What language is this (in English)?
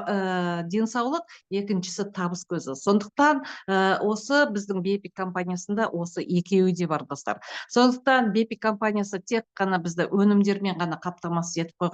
Kazakh